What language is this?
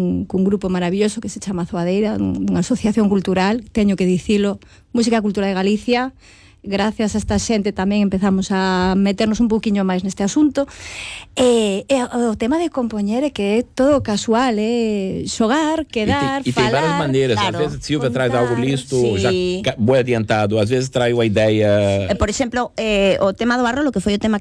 Galician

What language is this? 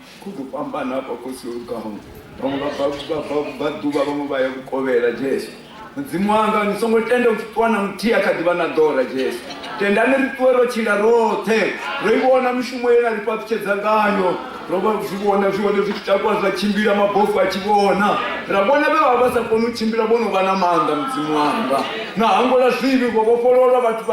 Venda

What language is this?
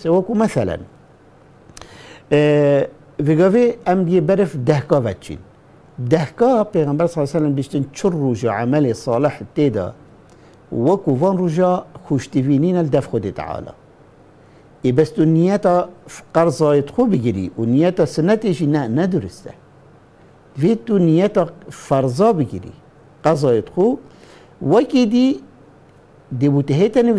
Kurdish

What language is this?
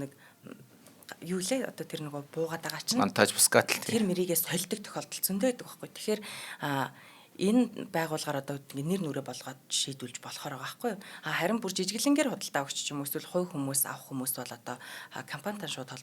Mongolian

